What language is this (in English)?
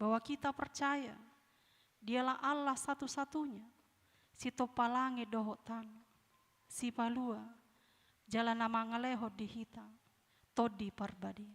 Batak Toba